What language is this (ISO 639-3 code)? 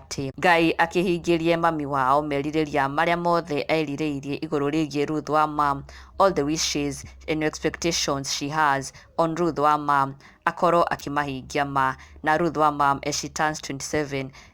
kik